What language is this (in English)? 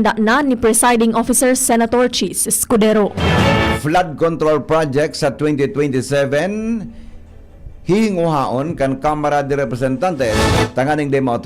Bikol